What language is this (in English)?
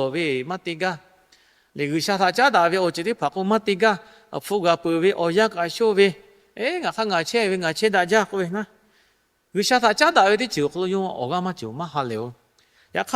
Lahu